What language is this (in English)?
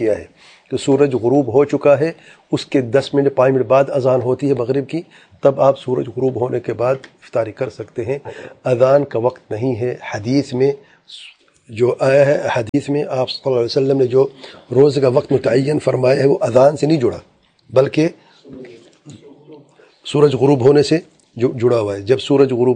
Urdu